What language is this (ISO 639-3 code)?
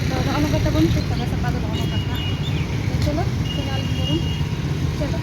sat